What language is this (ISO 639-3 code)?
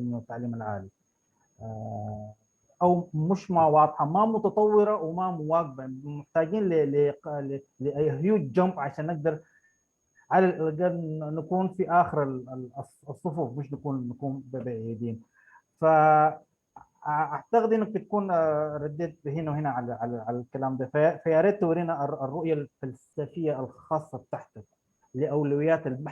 apd